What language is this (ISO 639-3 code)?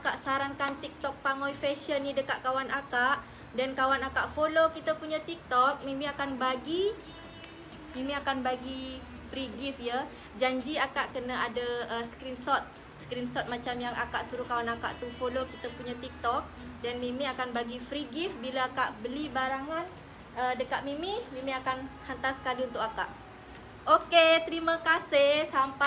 msa